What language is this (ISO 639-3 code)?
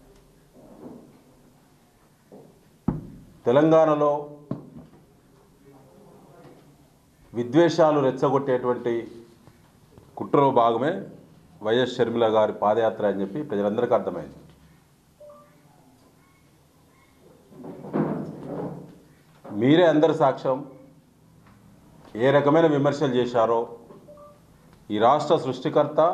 tel